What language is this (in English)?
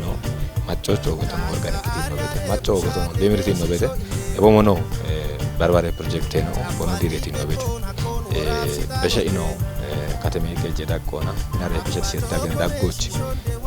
Kafa